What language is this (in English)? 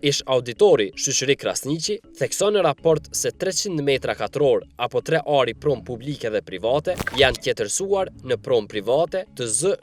Albanian